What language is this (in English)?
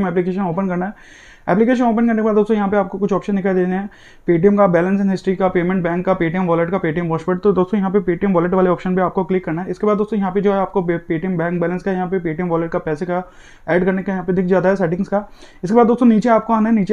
Hindi